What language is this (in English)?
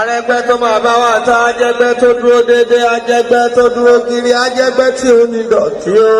Yoruba